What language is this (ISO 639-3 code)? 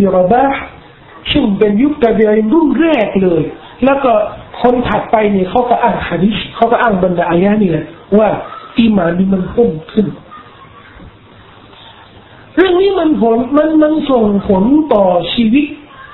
tha